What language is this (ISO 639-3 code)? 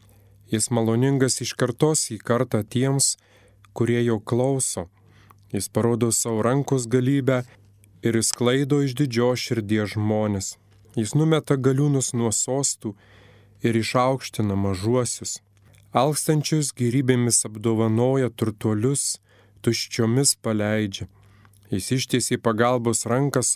lit